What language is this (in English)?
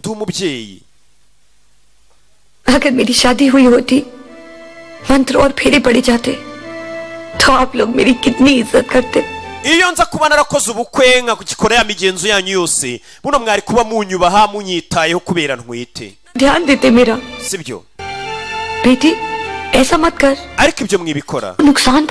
Kinyarwanda